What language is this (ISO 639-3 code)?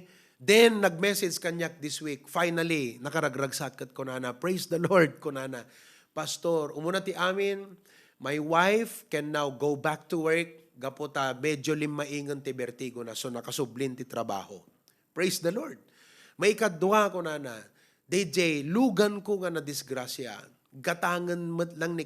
ilo